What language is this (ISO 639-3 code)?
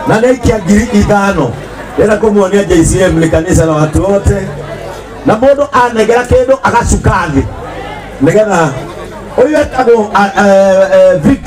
kik